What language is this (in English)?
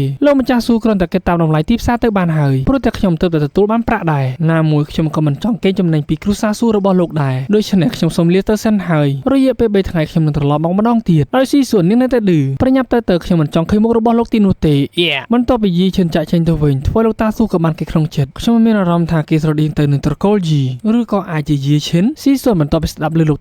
Khmer